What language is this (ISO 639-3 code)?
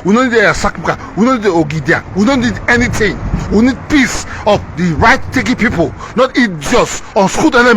pcm